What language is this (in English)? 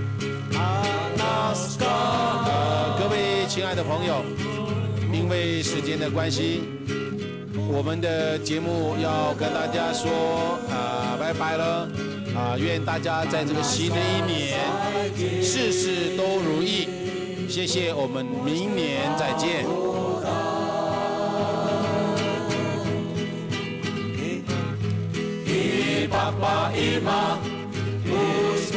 Chinese